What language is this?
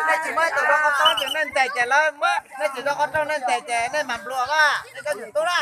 Hmong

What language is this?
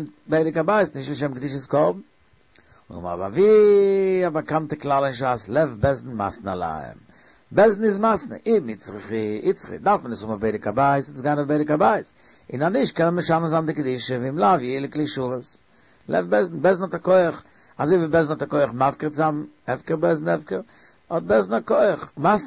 Yiddish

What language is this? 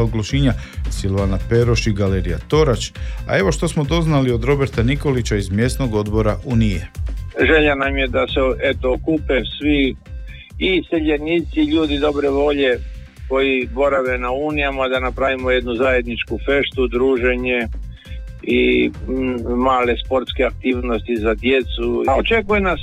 Croatian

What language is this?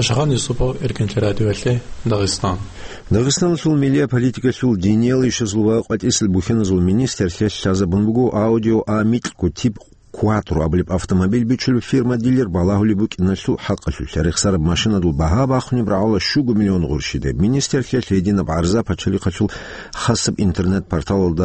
Avaric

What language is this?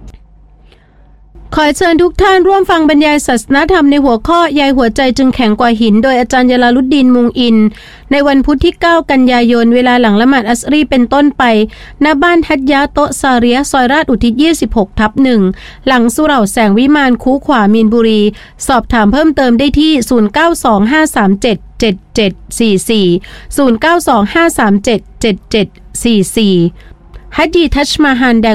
Thai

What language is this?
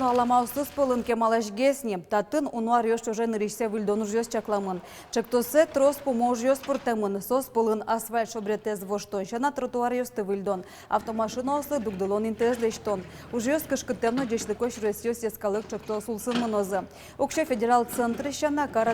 Udmurt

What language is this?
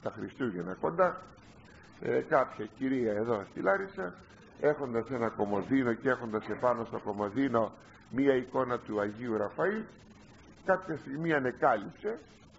Greek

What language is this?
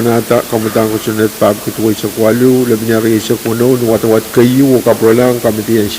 Pohnpeian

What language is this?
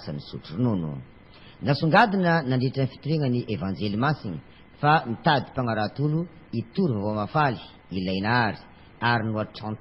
Malagasy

